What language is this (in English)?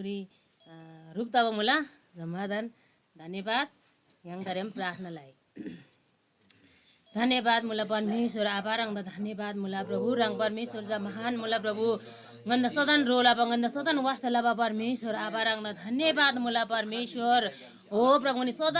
Eastern Tamang